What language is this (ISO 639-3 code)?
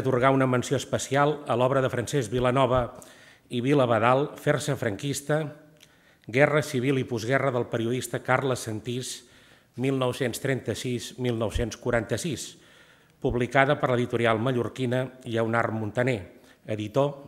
cat